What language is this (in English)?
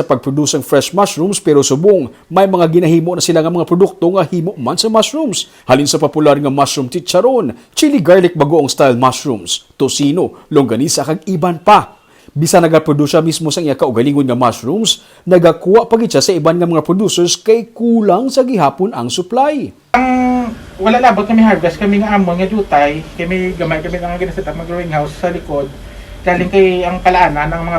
Hiligaynon